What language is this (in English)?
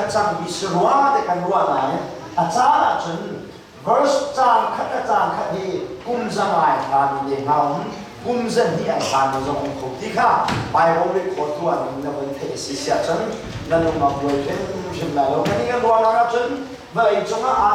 Hakha Chin